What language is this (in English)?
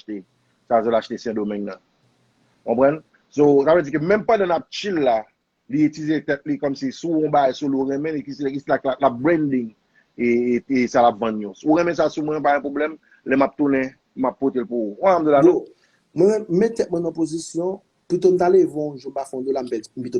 Haitian Creole